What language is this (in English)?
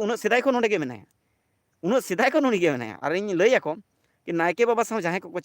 Santali